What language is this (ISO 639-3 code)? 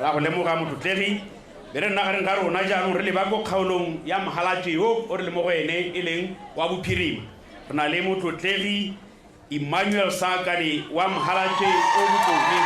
tsn